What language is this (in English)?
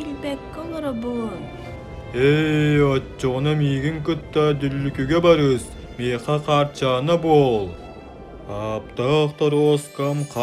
Yakut